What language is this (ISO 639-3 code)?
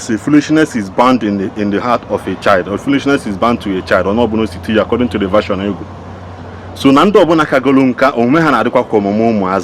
ibo